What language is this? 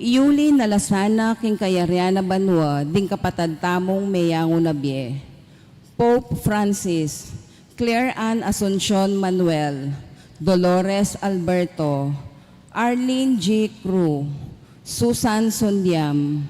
Pampanga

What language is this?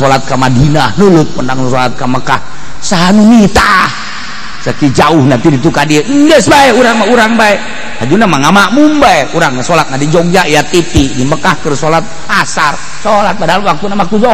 Sundanese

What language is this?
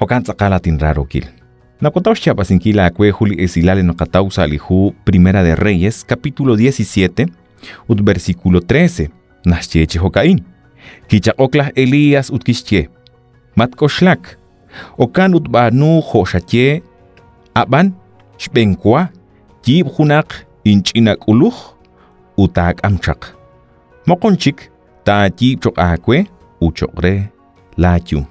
Kekchí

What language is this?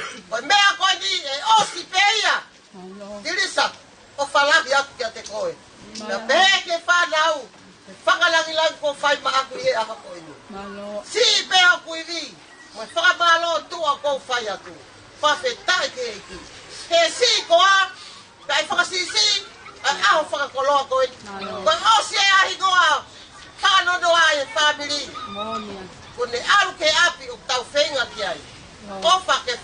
Tongan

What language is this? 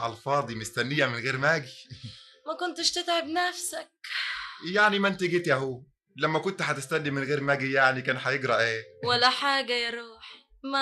Egyptian Arabic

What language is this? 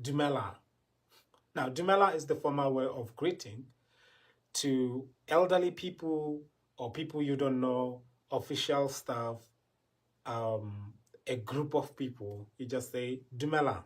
Tswana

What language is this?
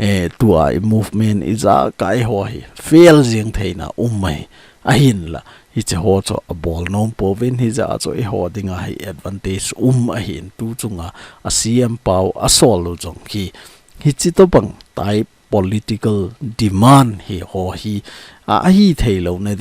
Thado Chin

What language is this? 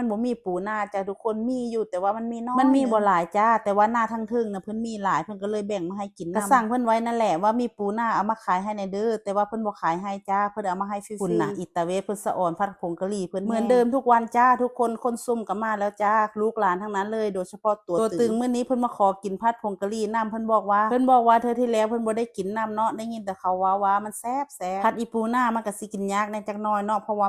Northeastern Thai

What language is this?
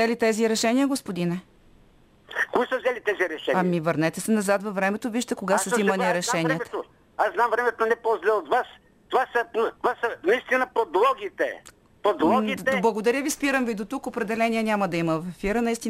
Bulgarian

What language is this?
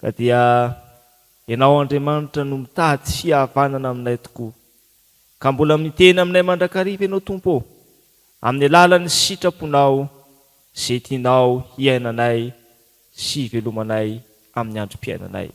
Malagasy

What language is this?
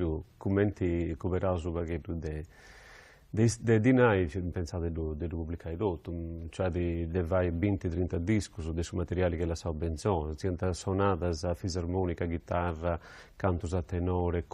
Sardinian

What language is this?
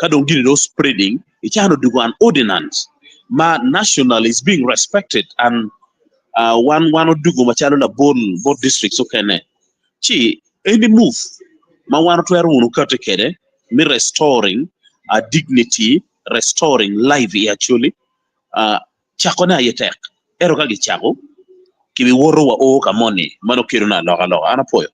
Acoli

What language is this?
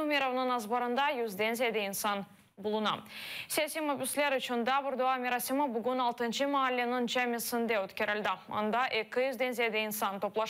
Crimean Tatar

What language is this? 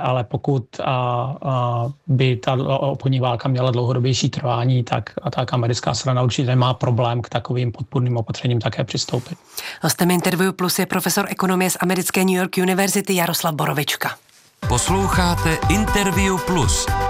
Czech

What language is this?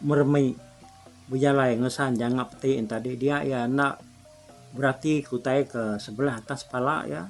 Iban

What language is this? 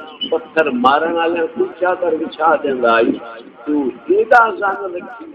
Saraiki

